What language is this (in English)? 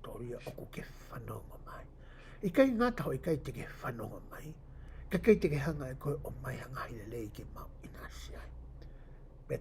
Tongan